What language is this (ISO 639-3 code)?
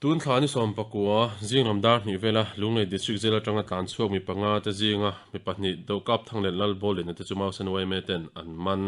lus